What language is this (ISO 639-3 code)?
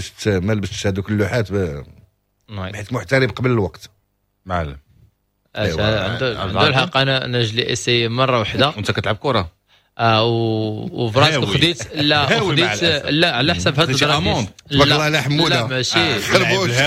ary